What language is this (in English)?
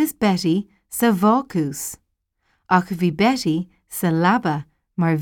Irish